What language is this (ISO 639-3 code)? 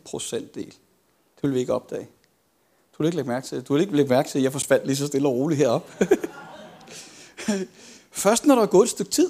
dan